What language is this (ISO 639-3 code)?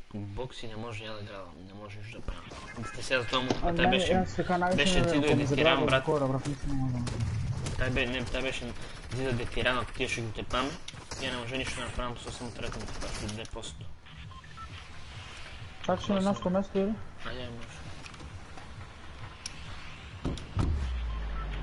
bul